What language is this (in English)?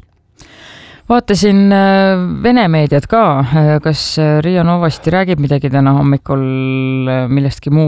Estonian